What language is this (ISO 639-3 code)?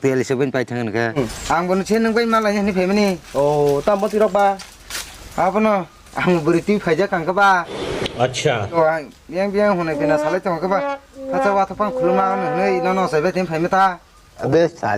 trp